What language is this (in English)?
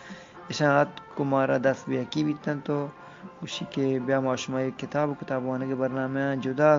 Eastern Balochi